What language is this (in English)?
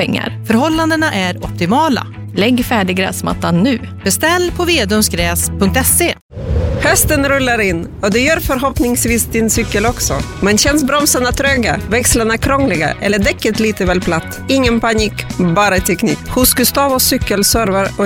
Swedish